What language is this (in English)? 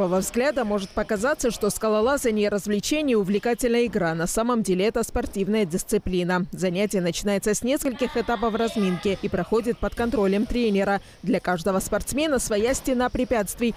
Russian